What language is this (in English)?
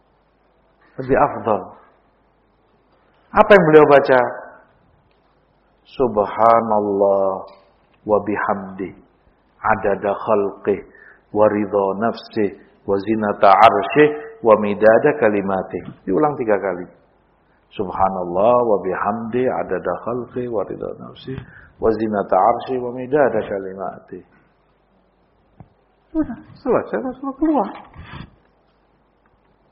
Indonesian